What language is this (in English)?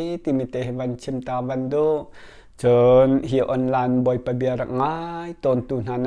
Hakha Chin